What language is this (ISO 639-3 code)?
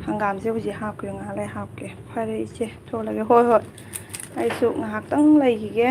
mni